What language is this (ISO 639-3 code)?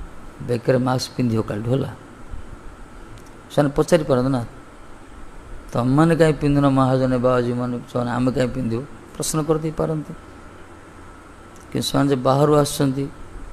ori